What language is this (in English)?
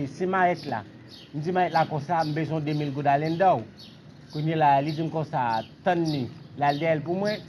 Haitian Creole